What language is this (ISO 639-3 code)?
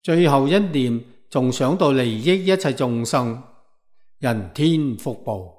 yue